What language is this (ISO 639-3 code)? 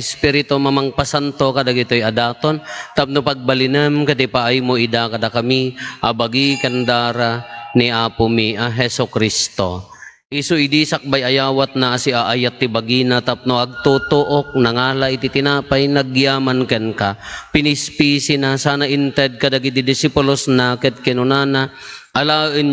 ilo